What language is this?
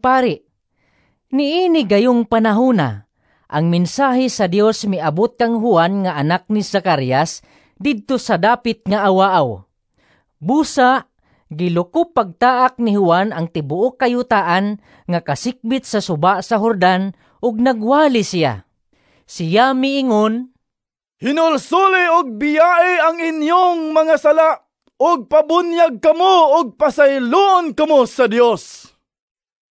Cebuano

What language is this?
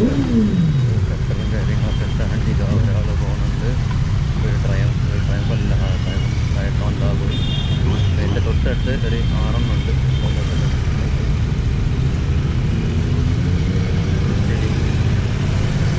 Malayalam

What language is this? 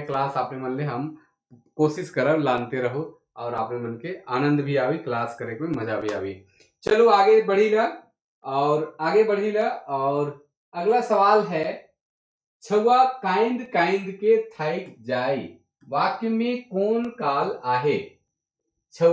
Sadri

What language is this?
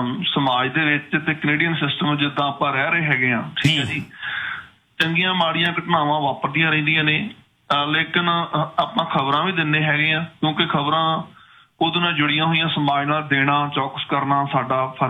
Punjabi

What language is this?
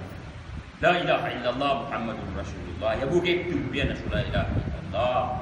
Maranao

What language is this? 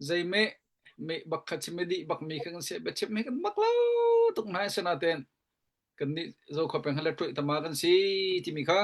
Hakha Chin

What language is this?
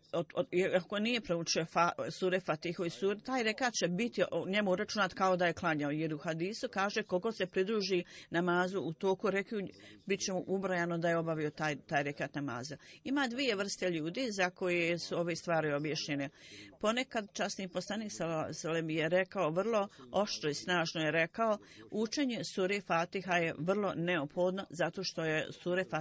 Bosnian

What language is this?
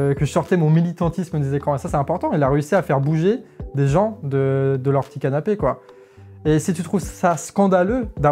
French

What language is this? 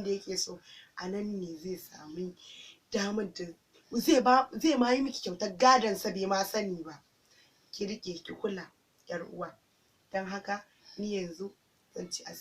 Hausa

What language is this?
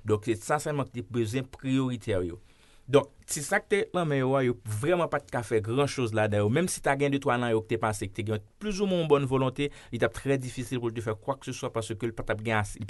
Haitian Creole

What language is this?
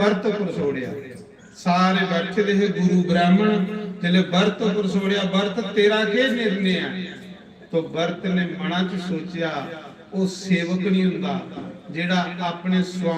Dogri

